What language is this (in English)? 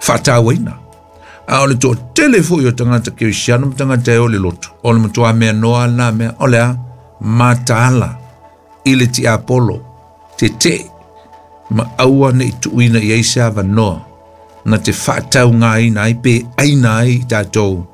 Samoan